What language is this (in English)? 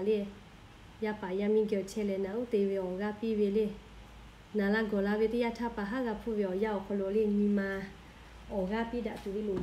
Lahu